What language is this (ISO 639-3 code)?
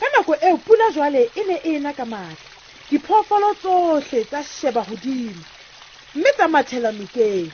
sot